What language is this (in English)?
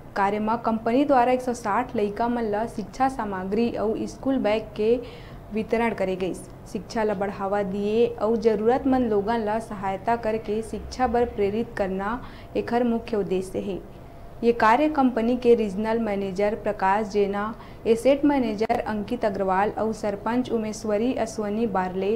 Chhattisgarhi